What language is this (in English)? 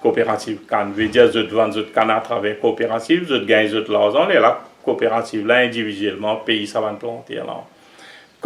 Morisyen